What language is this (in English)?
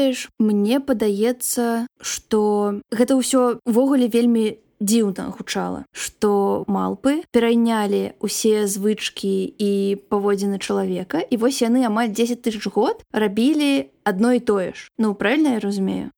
Belarusian